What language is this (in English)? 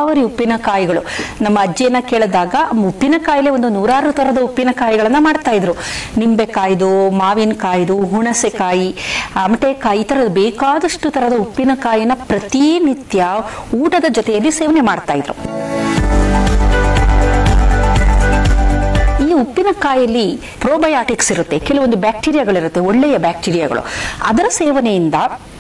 Kannada